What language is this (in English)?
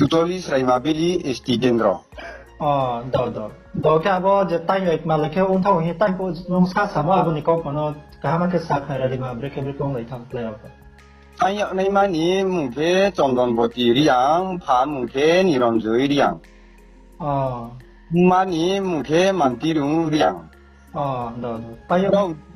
Riang (India)